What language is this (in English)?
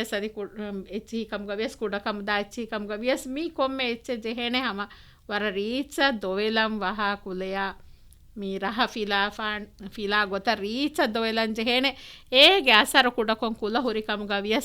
Divehi